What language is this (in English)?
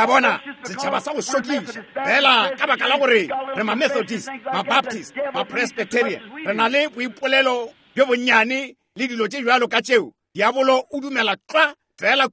Northern Sotho